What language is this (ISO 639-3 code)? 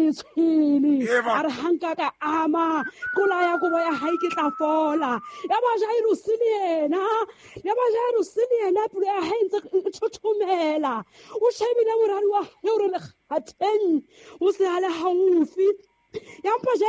sot